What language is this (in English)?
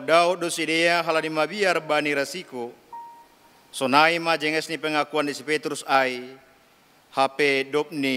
Batak Simalungun